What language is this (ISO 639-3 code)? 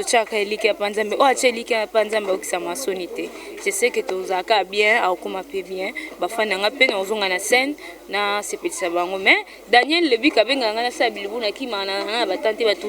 lin